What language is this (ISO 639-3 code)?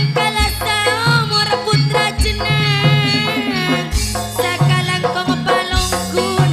mad